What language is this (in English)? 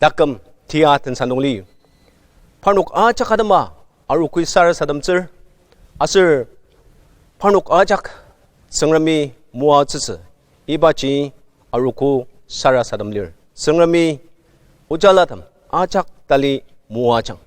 Ao Naga